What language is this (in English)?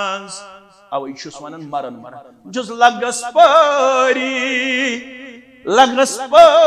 Kashmiri